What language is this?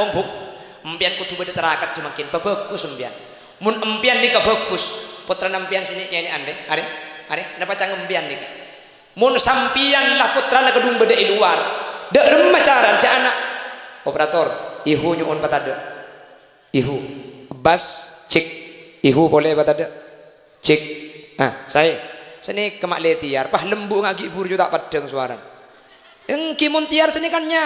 Madurese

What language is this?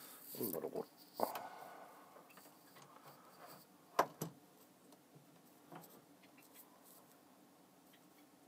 Japanese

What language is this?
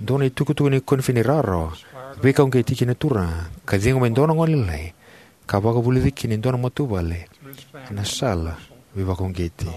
Fijian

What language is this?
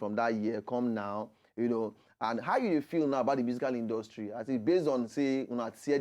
Nigerian Pidgin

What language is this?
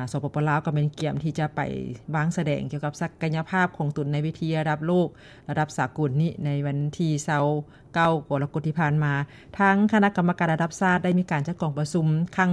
Lao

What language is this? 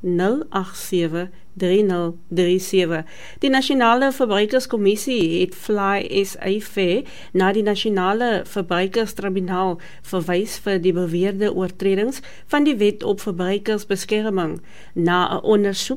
Afrikaans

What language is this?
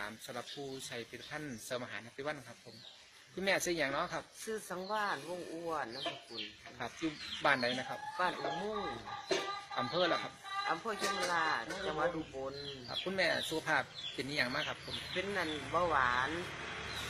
Northeastern Thai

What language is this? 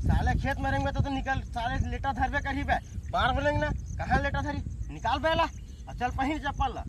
Chhattisgarhi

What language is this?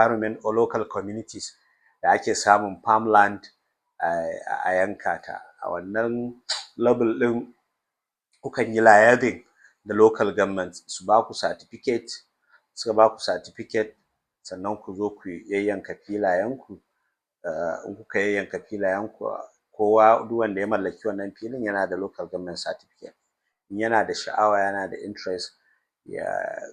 Hausa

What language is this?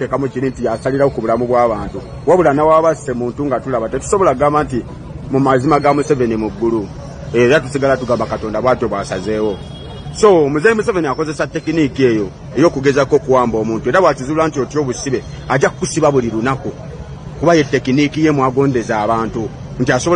Ganda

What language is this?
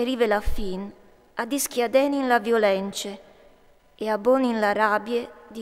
Friulian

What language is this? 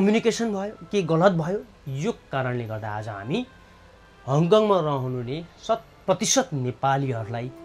Nepali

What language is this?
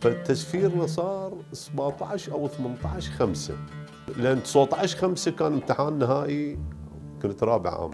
Mesopotamian Arabic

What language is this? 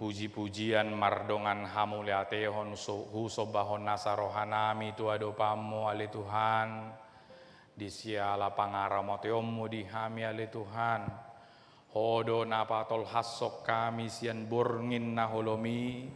Batak Toba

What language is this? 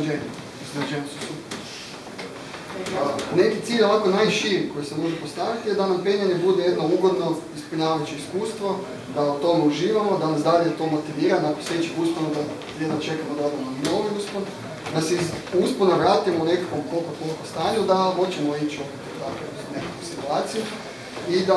Croatian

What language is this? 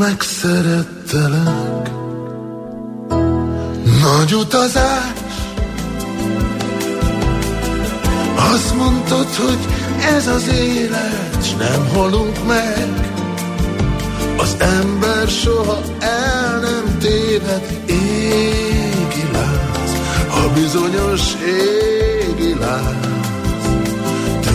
Hungarian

